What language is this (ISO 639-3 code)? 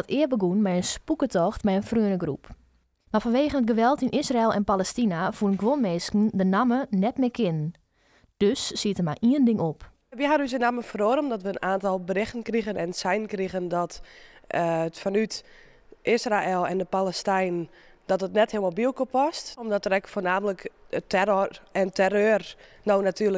fry